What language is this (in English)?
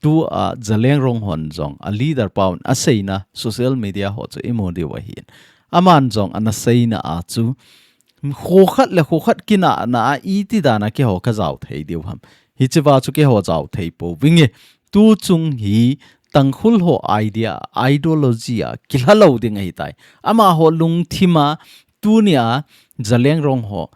Thado Chin